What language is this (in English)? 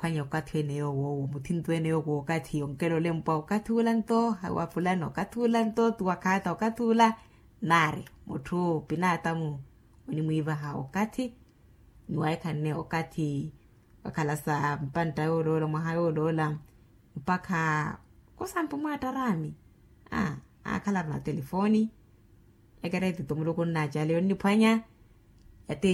Makhuwa